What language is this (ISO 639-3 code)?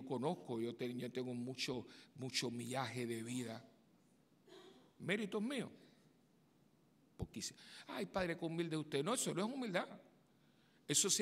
spa